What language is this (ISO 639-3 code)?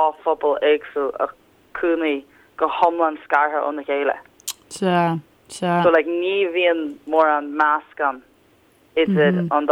gle